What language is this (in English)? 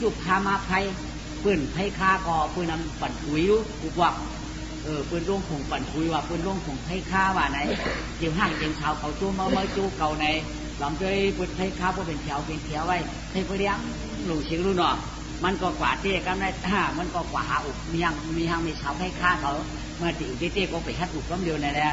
Shan